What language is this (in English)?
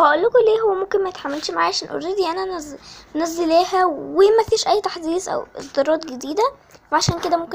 Egyptian Arabic